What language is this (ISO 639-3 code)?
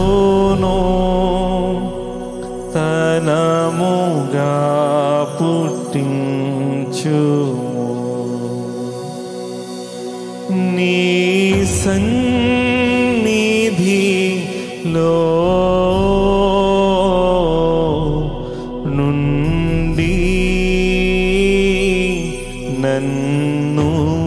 tel